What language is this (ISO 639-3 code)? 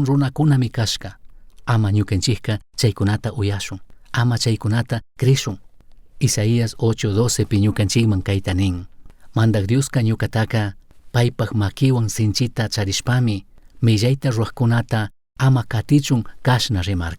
qug